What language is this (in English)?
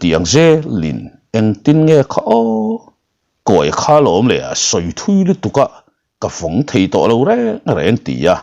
Mizo